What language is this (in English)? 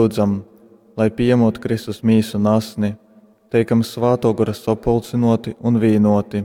Latgalian